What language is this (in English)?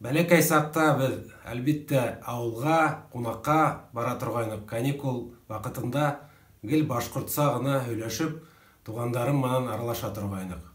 Bashkir